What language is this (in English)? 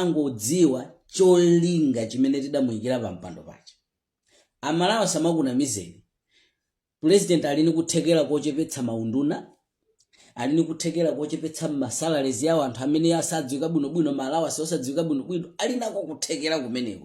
Nyanja